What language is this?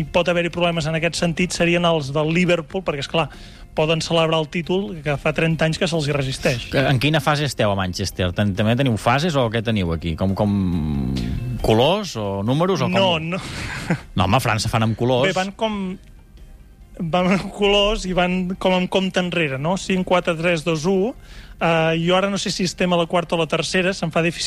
Catalan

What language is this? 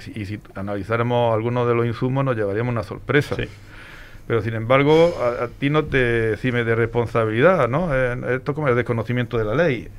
Spanish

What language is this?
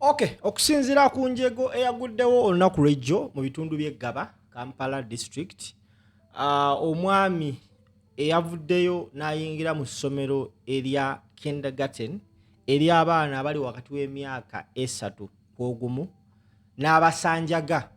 Ganda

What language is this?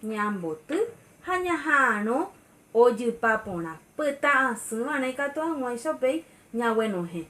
Guarani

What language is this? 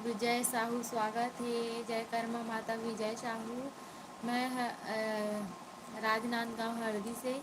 Chhattisgarhi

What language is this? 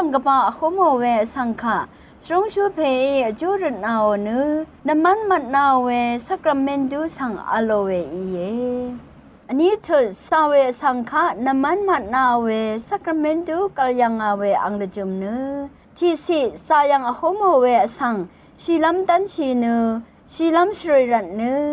Rawang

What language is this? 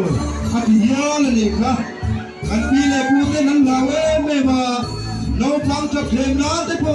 Mizo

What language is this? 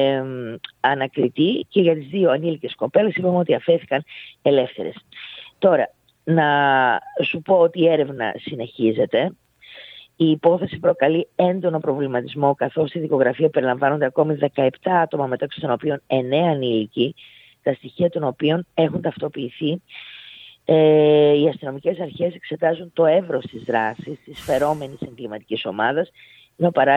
Greek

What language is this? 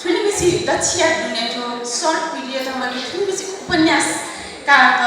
Newari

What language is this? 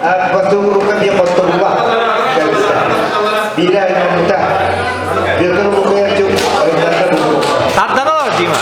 Yakut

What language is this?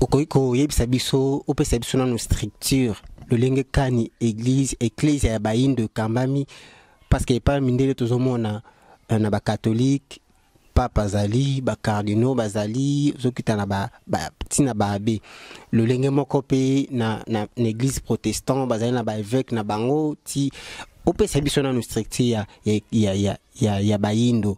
Lingala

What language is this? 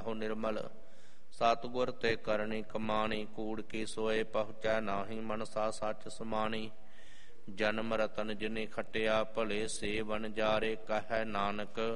Punjabi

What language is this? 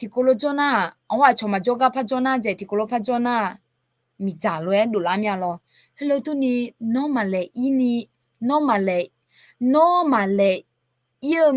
Akha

